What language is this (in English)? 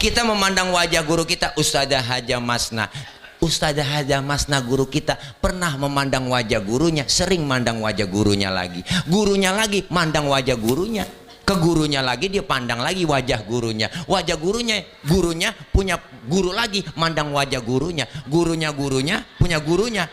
Betawi